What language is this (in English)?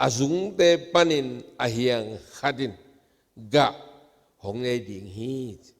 Tedim Chin